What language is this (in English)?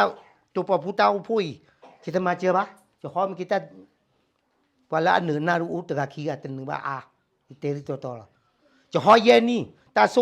S'gaw Karen